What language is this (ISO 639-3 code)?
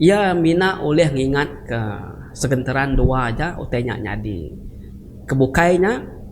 iba